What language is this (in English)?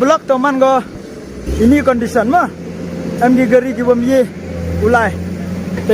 Khasi